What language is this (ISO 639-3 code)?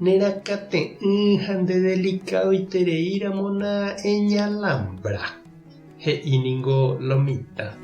grn